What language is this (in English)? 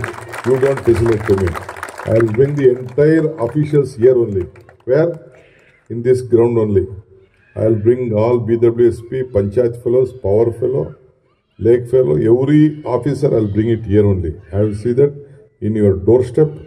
Kannada